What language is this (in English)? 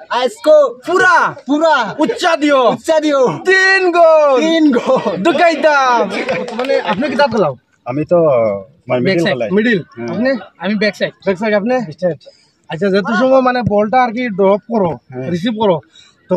Sylheti